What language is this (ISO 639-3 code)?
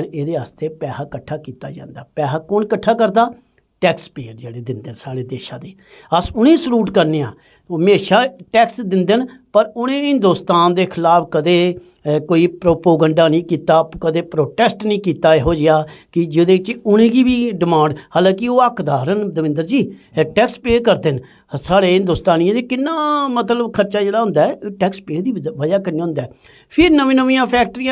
doi